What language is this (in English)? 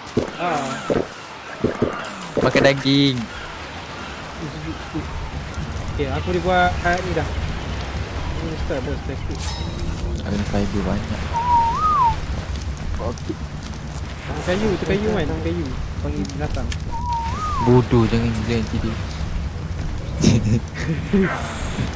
Malay